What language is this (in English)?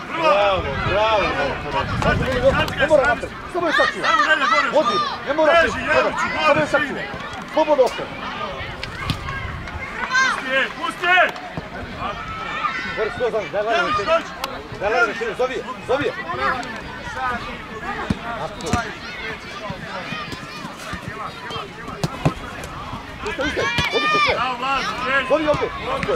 Serbian